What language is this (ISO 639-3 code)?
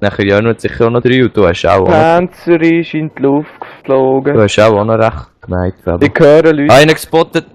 gsw